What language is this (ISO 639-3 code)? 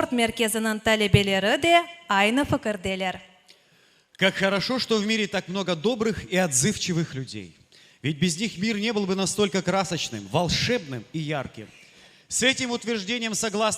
crh